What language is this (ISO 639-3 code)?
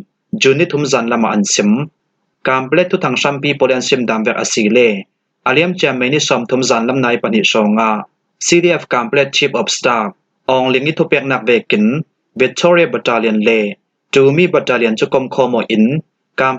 cfm